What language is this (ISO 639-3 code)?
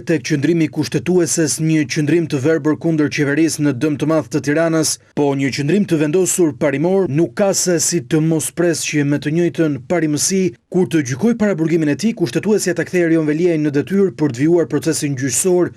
sqi